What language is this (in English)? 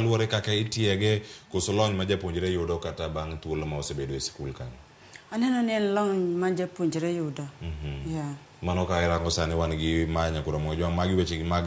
Luo (Kenya and Tanzania)